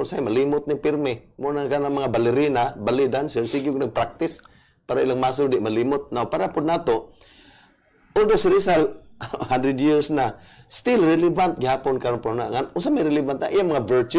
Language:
Cebuano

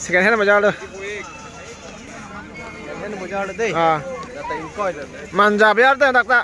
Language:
Karbi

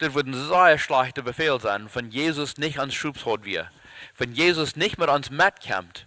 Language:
Plautdietsch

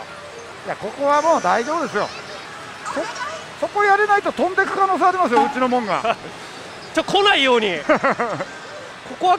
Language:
Japanese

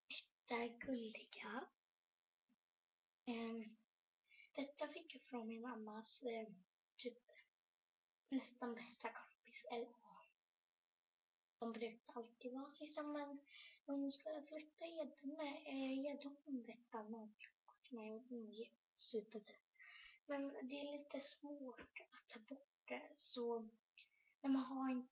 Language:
Swedish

